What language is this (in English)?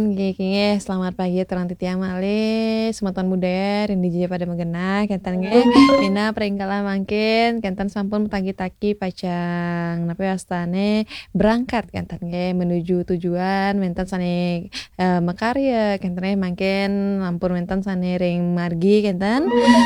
Balinese